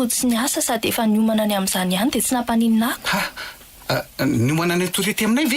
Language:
Malagasy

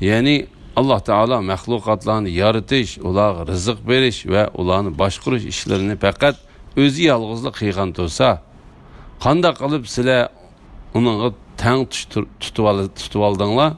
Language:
Uyghur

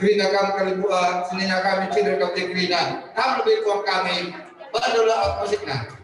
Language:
Batak Karo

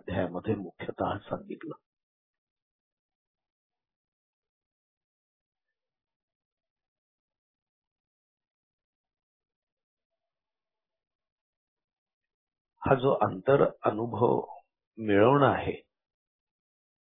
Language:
Marathi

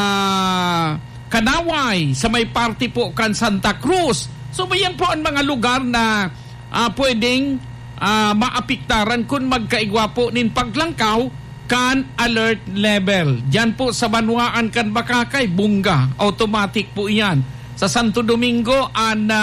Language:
Bikol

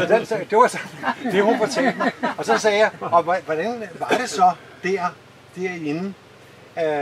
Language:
Danish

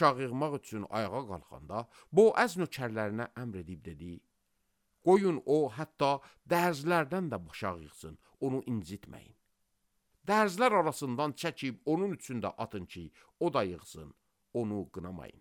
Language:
Azerbaijani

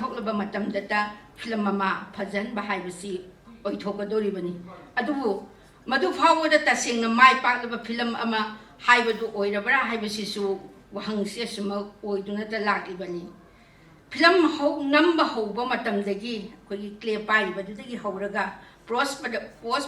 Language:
Manipuri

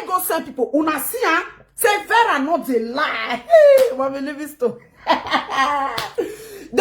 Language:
Nigerian Pidgin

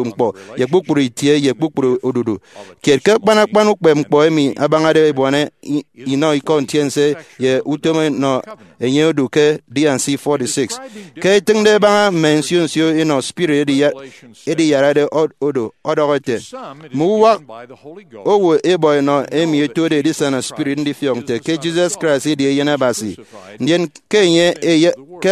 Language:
Efik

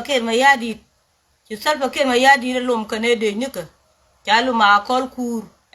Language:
Nuer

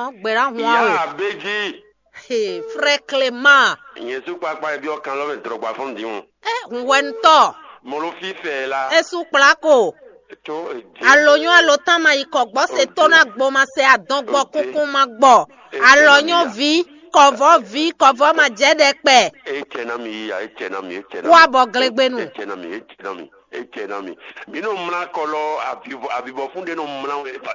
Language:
Fon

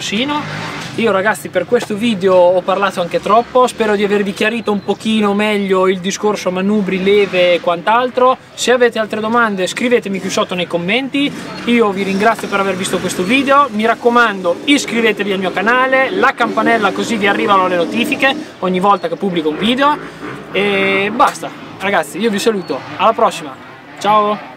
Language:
Italian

